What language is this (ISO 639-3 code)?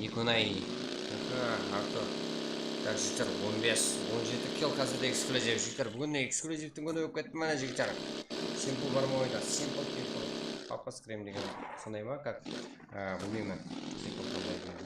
kaa